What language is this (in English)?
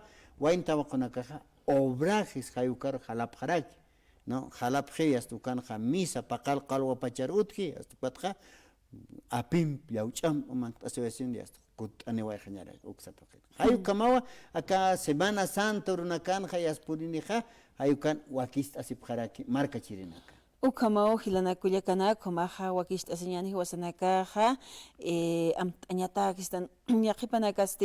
Aymara